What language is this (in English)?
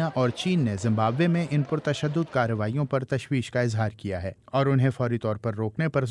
Urdu